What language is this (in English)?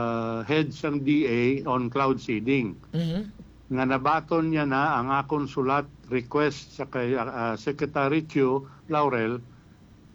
Hiligaynon